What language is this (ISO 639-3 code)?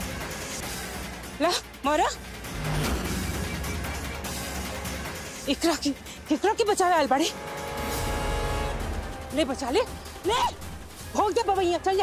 bho